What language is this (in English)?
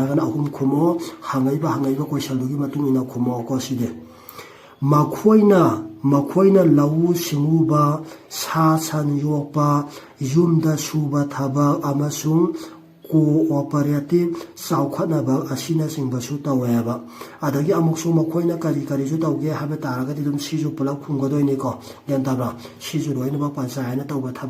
Manipuri